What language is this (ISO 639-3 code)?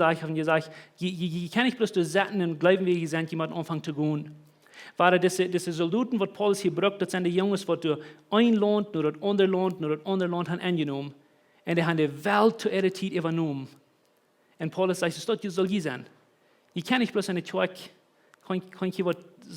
pdt